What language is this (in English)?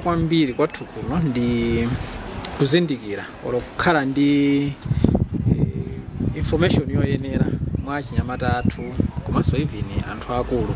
Nyanja